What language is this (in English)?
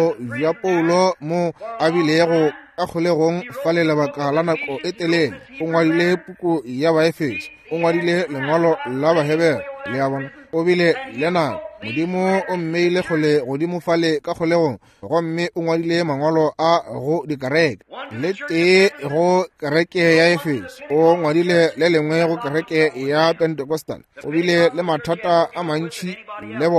Northern Sotho